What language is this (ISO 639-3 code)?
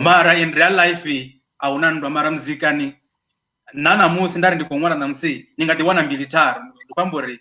ven